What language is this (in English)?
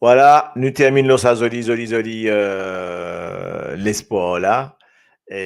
Morisyen